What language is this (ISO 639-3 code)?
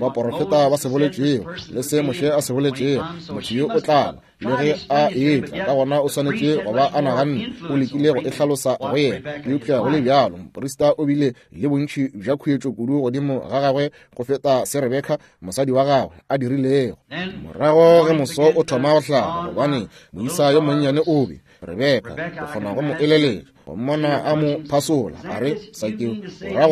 nso